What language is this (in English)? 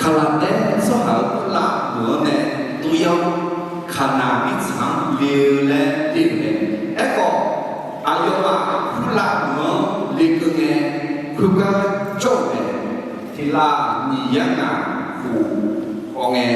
Akha